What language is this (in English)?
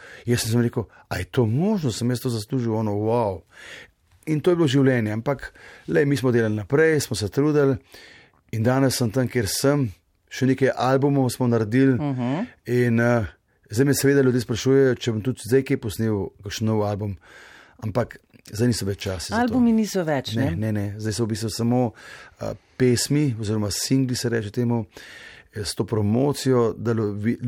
Slovenian